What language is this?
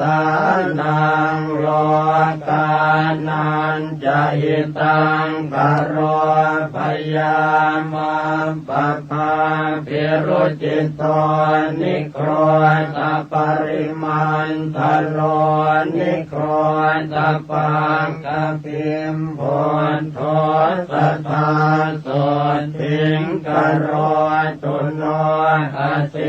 Pali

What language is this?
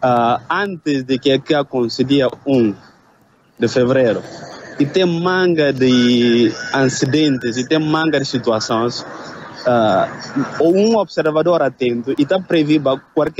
Portuguese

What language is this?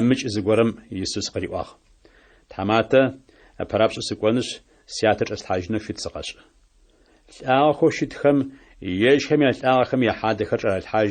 Adyghe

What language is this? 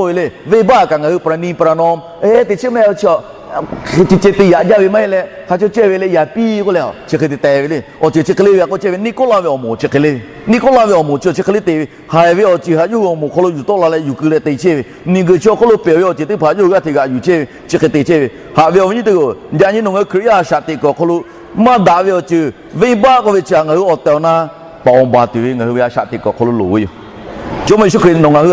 Lahu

